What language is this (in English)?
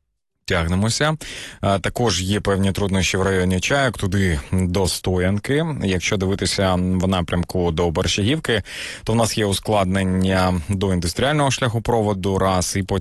Ukrainian